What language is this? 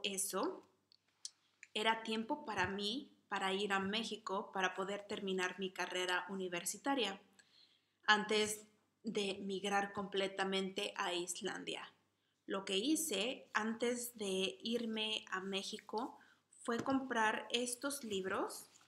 Spanish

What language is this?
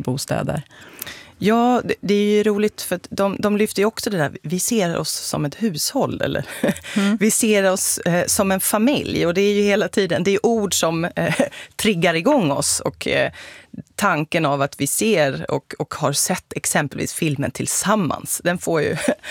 Swedish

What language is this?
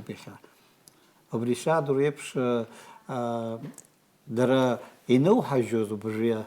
Abkhazian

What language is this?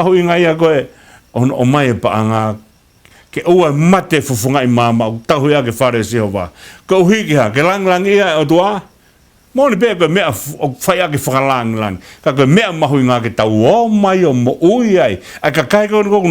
Tongan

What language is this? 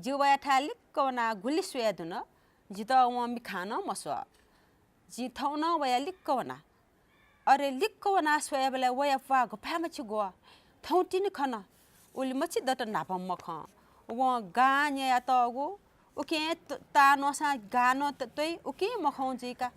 Newari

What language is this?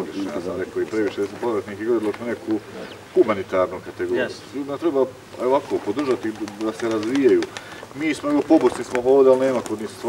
Bosnian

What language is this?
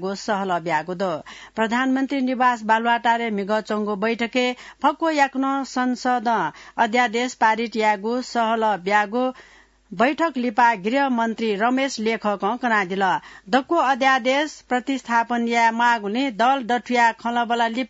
Newari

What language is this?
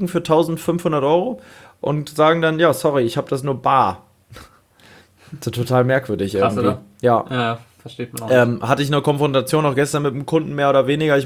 German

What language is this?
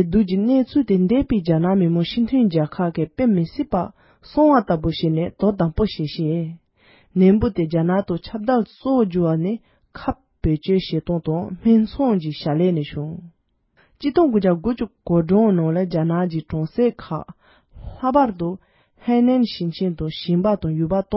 Tibetan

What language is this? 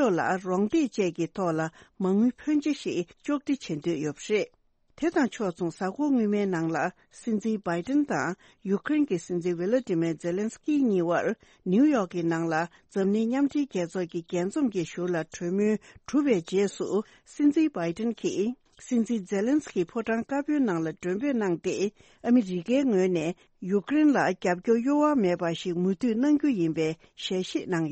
Tibetan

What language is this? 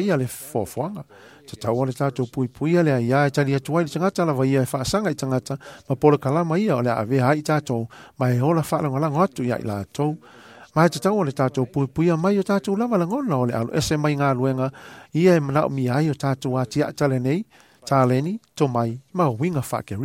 Samoan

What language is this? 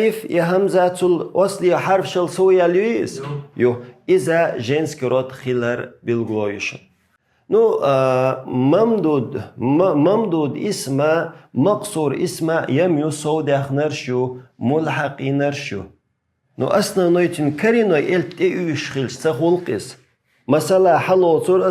Chechen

